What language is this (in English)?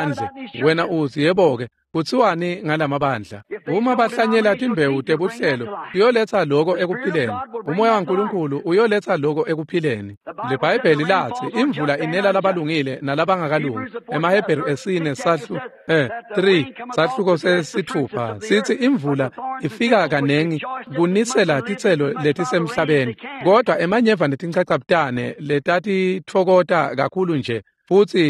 Swati